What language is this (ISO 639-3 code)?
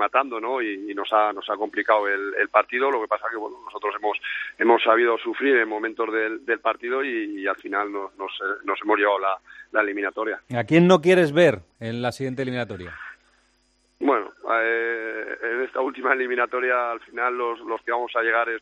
spa